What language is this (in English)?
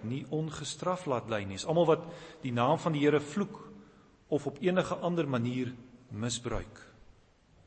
Afrikaans